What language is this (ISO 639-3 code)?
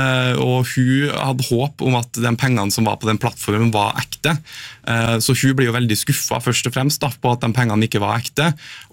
nor